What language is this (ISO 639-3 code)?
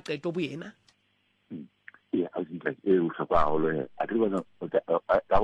sot